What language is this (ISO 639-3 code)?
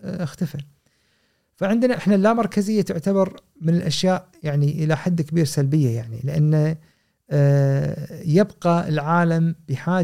afb